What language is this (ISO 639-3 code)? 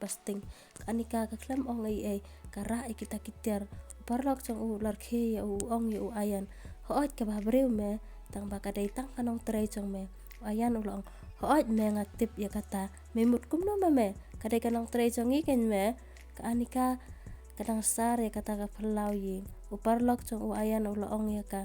kha